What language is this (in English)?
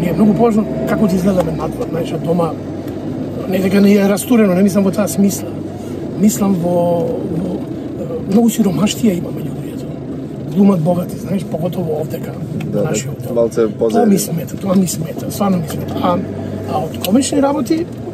Macedonian